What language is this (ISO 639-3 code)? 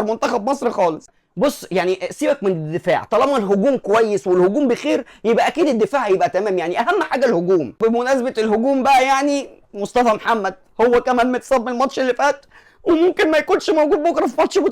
arz